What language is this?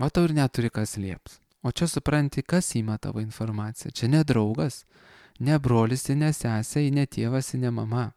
Lithuanian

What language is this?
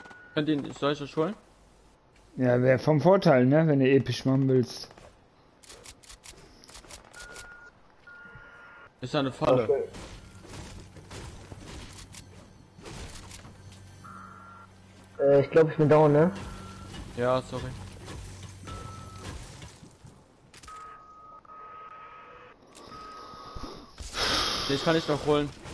German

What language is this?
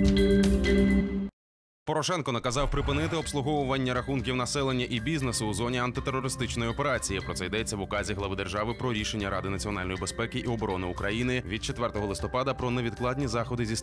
Ukrainian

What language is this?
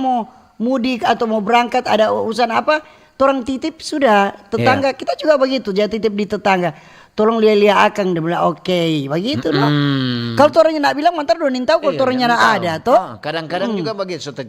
Manado Malay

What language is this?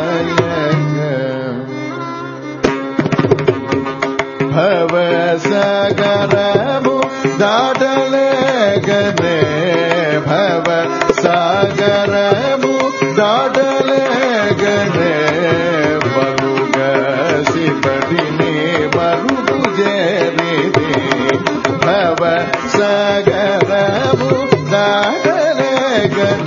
Telugu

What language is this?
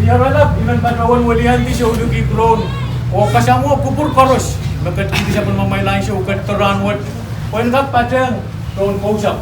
Pohnpeian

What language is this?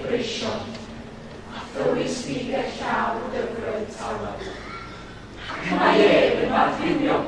Welsh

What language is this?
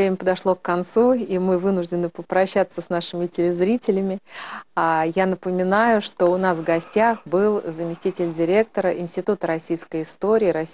Russian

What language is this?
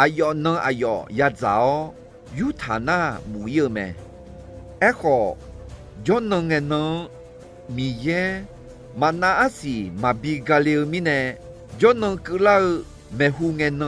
Akha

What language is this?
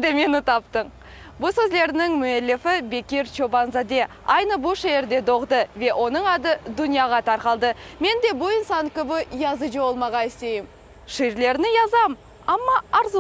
Crimean Tatar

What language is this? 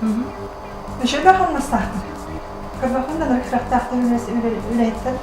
Yakut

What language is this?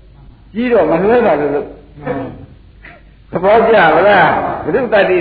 Burmese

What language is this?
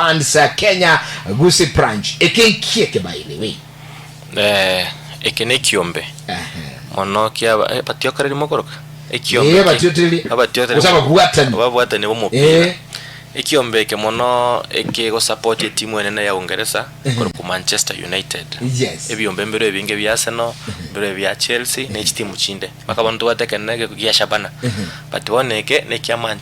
Gusii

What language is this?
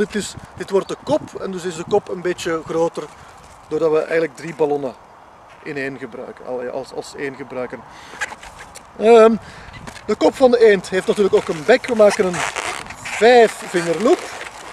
Dutch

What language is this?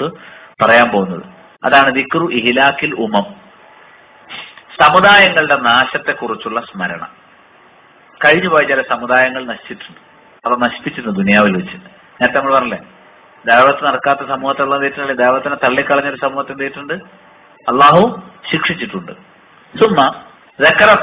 Malayalam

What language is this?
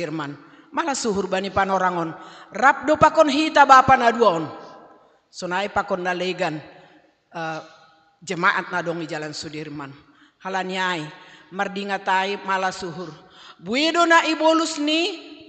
Batak Simalungun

